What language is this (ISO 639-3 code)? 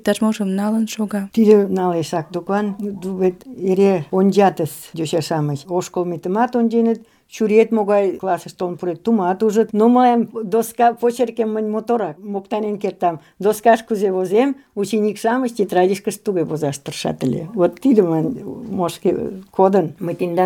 chm